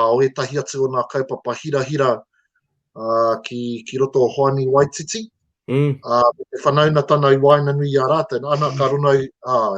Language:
Māori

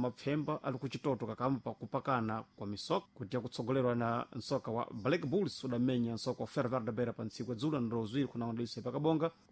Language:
Sena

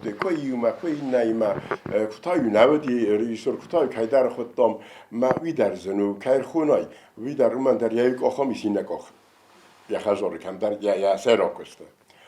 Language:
Ossetic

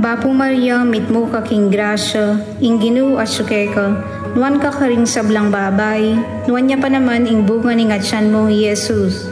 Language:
Pampanga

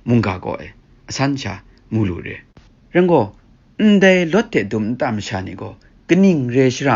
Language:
Kachin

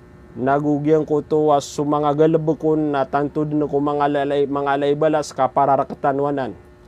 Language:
Maranao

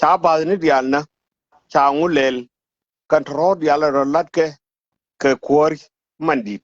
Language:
Nuer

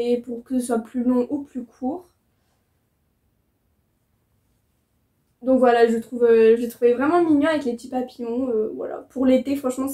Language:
French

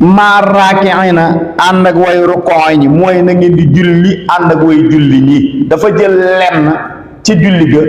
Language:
Wolof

